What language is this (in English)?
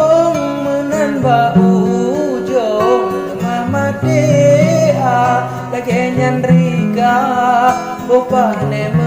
Achinese